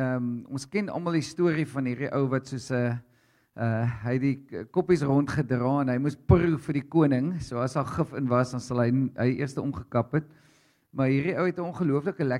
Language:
Afrikaans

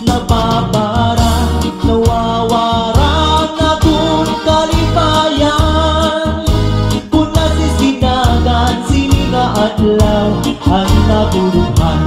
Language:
Waray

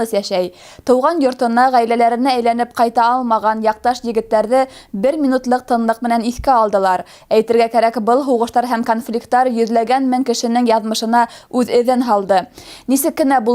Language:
Bashkir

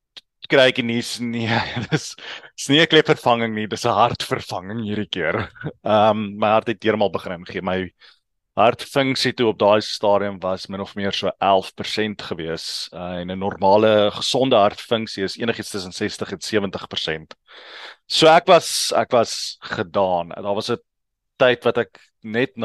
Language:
Afrikaans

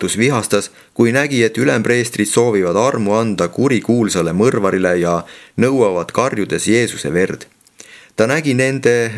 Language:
Estonian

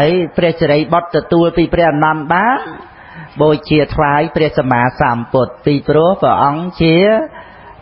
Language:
Khmer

